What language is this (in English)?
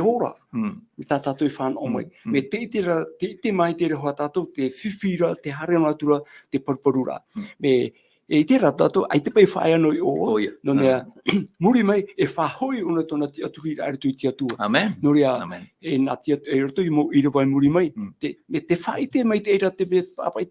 Tahitian